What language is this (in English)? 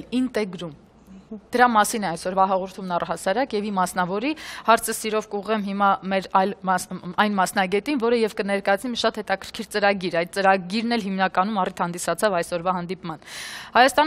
Armenian